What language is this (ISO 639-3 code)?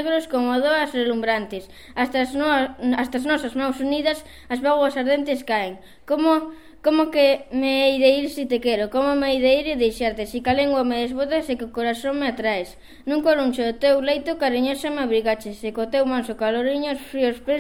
glg